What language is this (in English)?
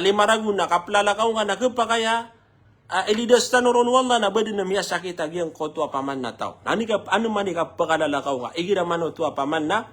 Maranao